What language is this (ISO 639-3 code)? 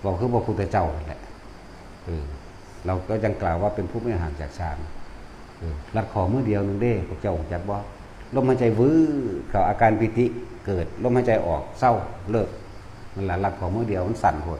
tts